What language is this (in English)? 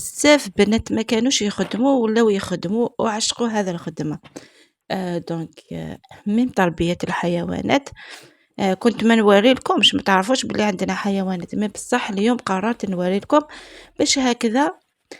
Algerian Arabic